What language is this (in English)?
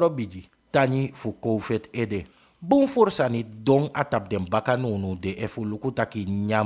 Sranan Tongo